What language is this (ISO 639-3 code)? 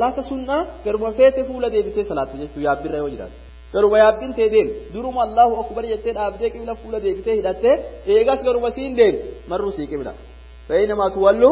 orm